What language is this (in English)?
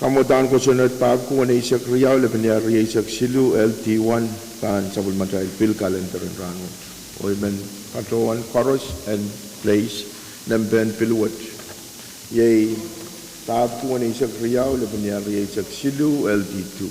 Pohnpeian